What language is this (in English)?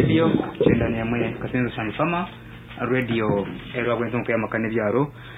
Nyankole